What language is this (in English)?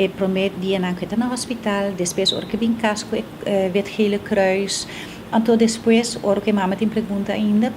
Papiamento